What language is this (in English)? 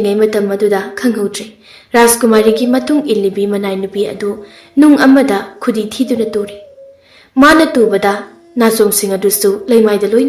Manipuri